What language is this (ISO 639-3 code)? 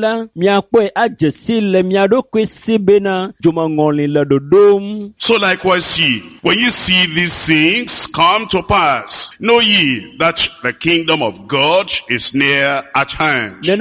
ewe